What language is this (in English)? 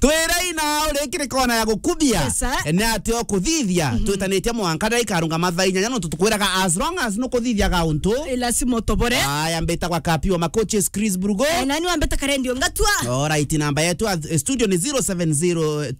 Meru